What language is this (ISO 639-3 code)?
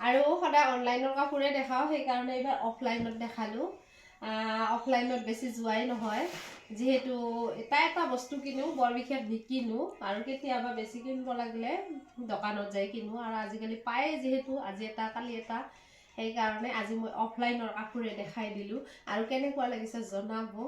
asm